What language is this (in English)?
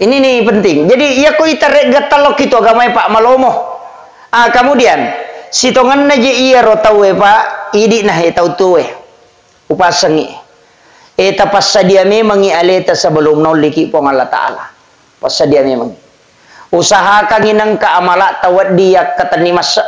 Buginese